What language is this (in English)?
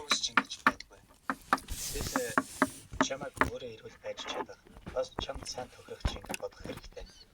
Mongolian